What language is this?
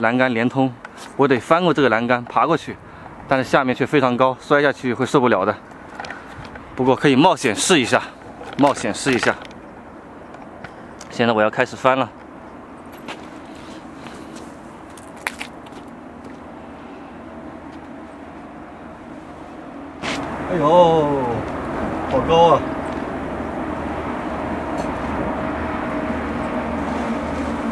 Chinese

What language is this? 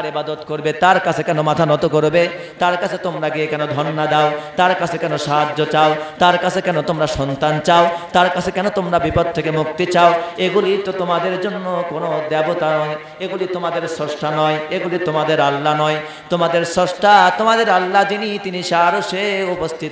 Bangla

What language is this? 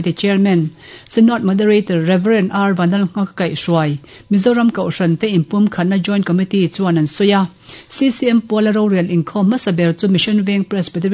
Mizo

